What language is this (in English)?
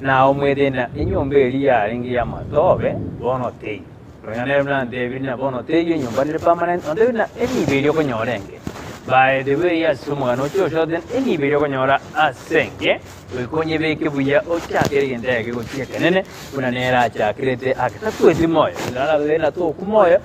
Gusii